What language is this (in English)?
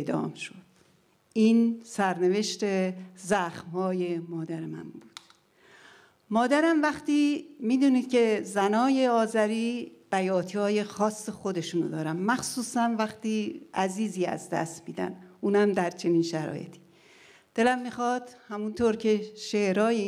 Persian